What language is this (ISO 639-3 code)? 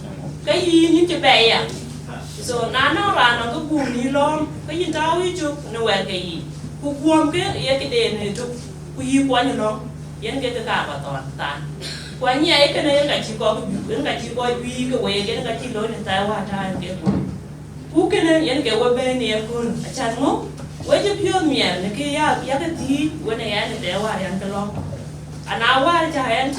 din